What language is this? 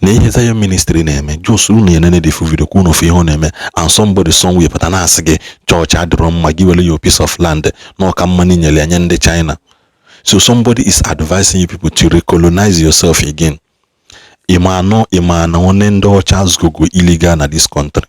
Igbo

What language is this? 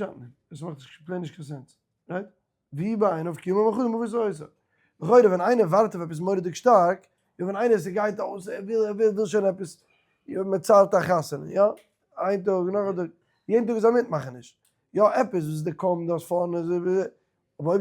Yiddish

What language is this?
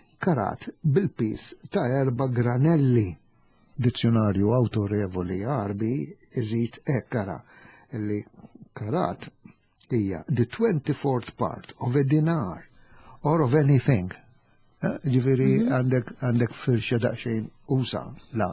Maltese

